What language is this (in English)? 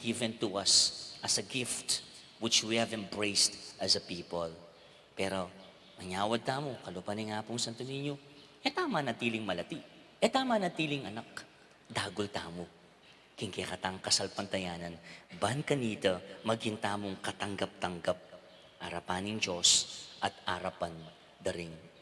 Pampanga